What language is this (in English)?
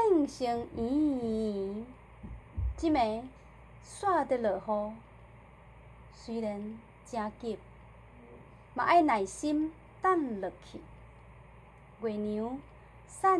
Min Nan Chinese